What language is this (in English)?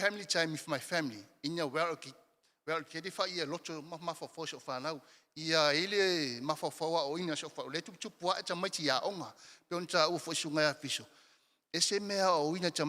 Samoan